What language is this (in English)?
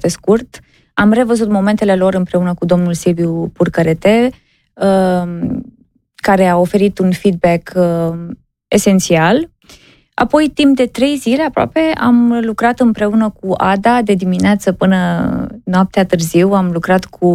Romanian